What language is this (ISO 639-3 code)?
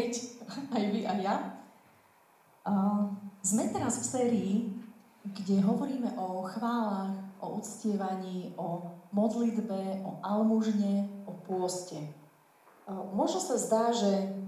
slk